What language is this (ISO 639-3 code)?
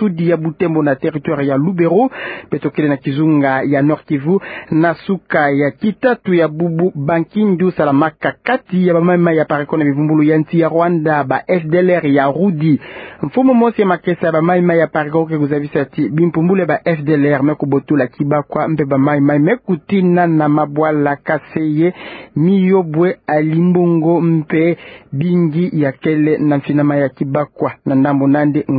ktu